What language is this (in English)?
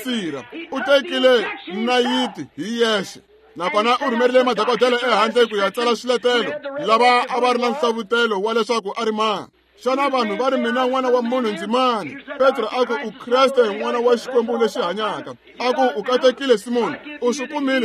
Tsonga